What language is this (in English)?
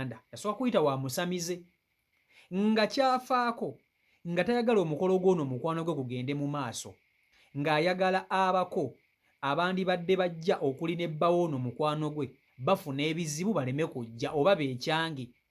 Ganda